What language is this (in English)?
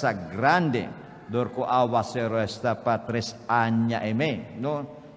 Papiamento